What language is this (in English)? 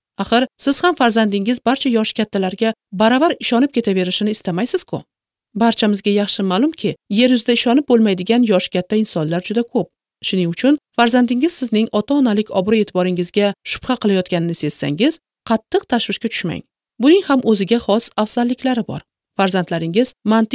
Uzbek